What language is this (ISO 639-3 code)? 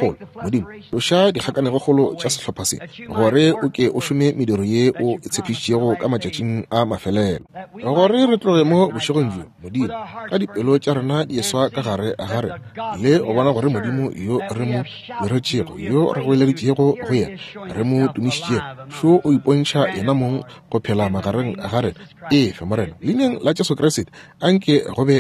nso